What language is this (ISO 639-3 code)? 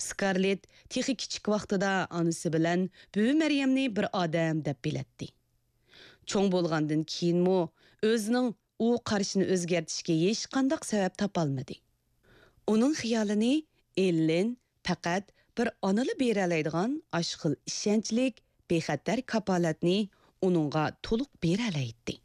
uig